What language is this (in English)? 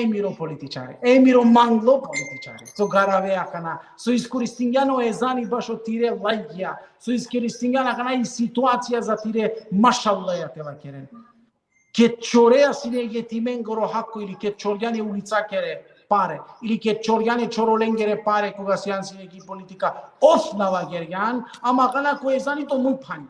Balkan Romani